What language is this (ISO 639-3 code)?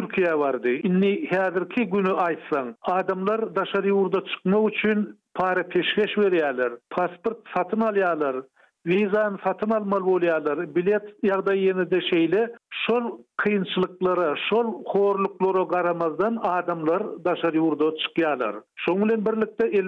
tuk